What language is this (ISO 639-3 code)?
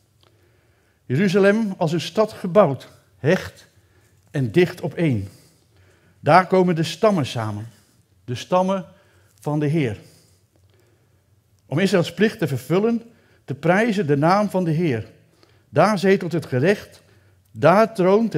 nld